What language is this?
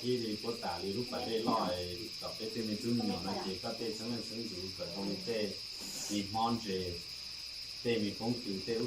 Hmong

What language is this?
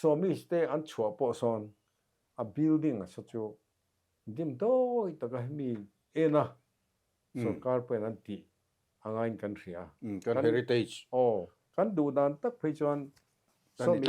Mizo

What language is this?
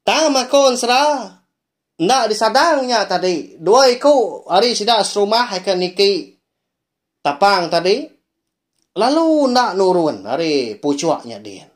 Iban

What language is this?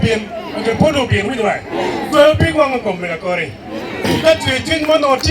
Acoli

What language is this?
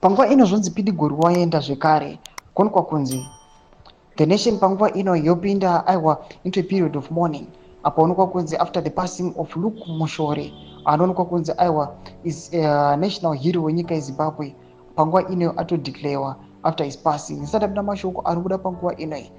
Shona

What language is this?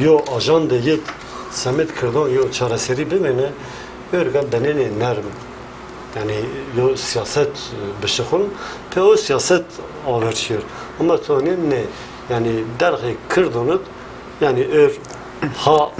Zaza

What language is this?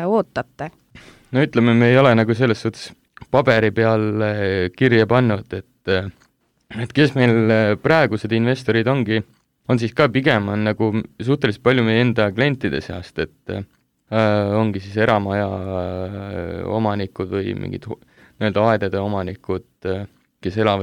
Estonian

